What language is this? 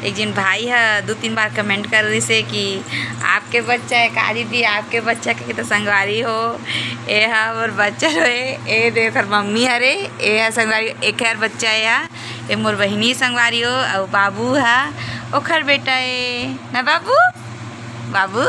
Chhattisgarhi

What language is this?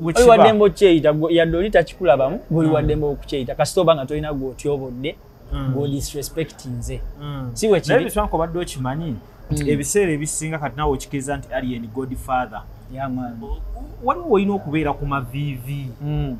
Ganda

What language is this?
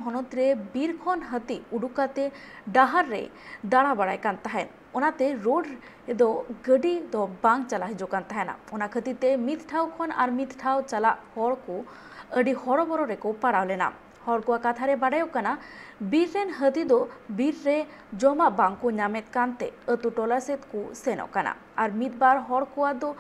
Santali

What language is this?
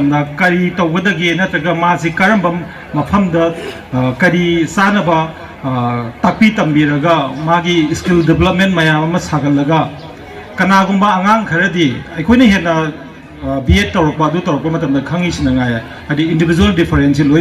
Manipuri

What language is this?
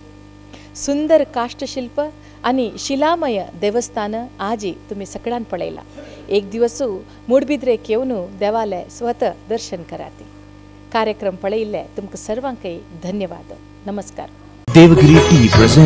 Konkani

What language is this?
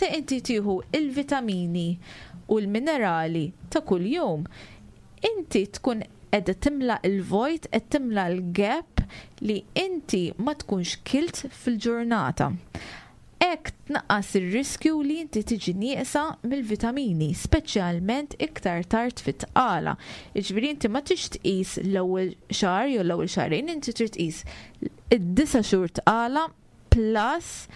Maltese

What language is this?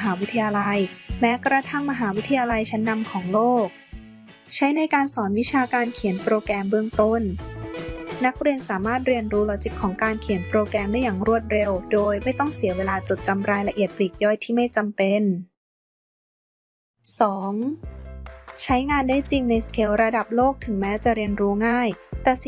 Thai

